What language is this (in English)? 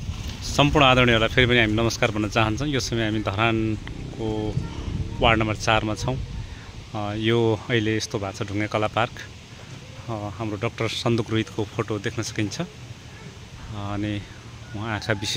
Nepali